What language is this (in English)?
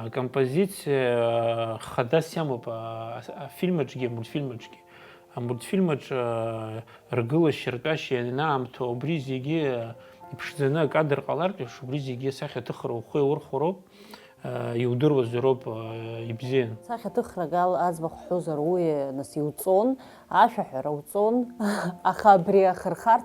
Abkhazian